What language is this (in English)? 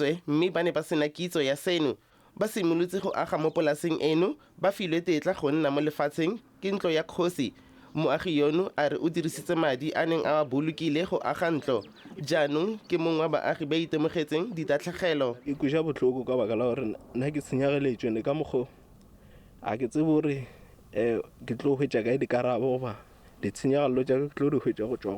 Tswana